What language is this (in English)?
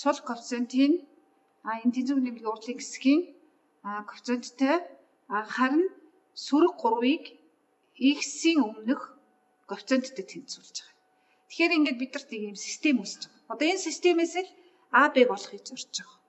Mongolian